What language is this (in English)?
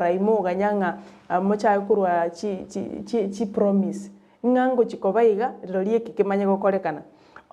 Gusii